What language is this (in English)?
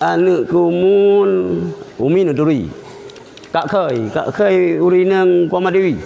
Achinese